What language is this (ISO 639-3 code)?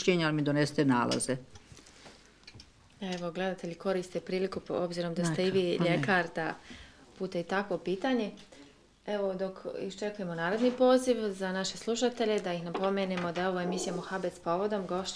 bos